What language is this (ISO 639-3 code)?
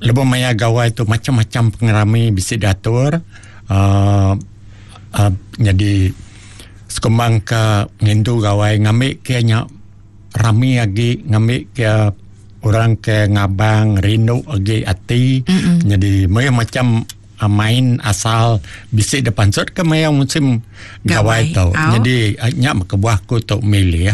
iba